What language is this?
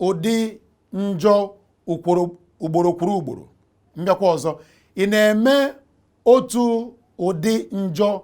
Igbo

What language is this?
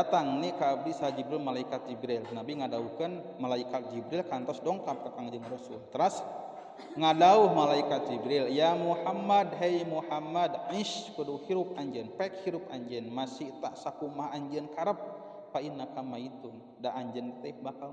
Sundanese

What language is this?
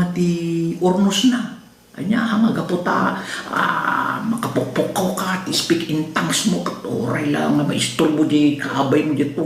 Iloko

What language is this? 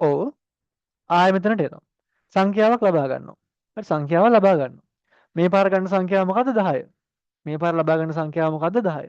Sinhala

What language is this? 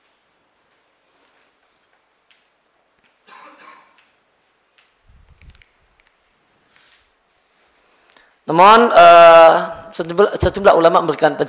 Indonesian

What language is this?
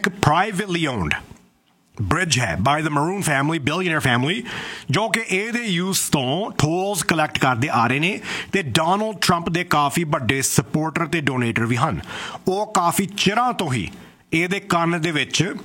Punjabi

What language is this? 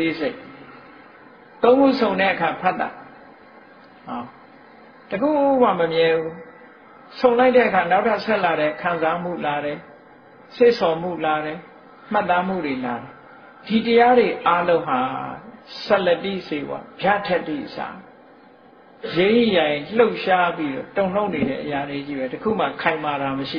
Burmese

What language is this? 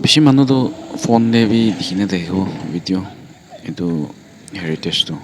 Naga Pidgin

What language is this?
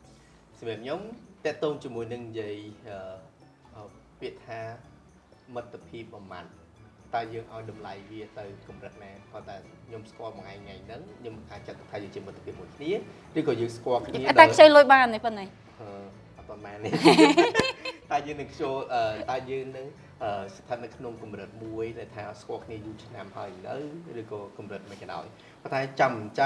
Khmer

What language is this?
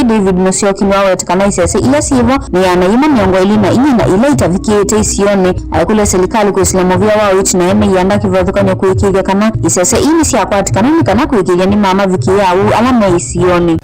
Kamba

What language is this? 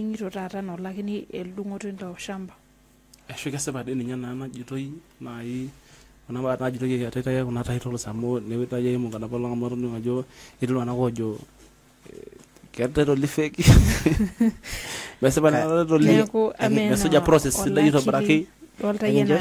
Masai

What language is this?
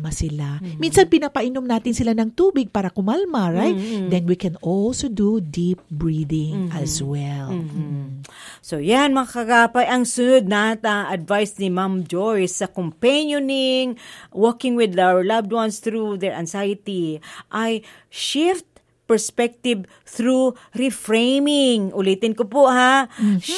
Filipino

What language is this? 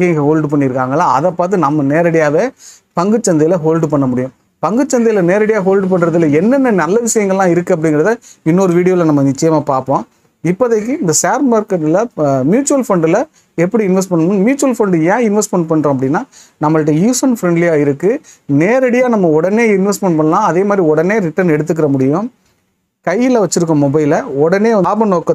Tamil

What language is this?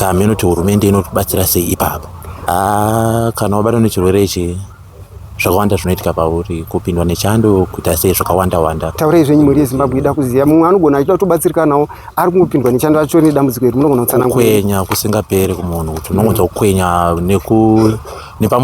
Shona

